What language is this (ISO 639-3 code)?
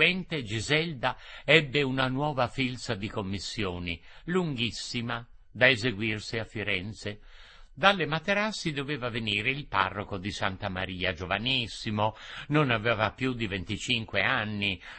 ita